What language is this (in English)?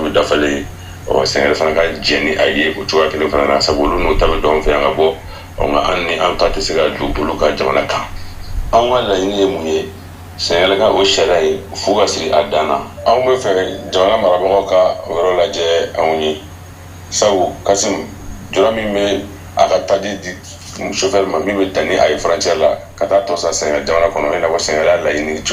Bambara